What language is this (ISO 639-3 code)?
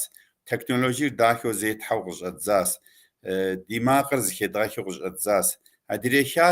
kbd